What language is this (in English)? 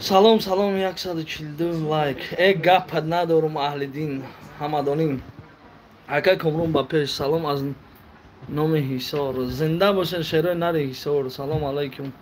Tajik